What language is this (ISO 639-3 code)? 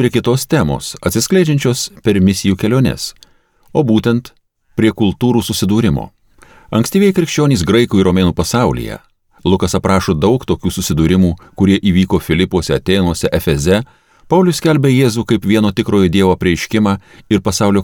lit